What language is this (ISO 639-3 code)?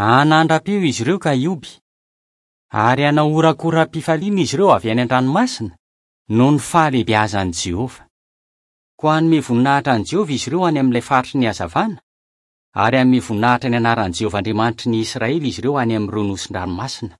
mlg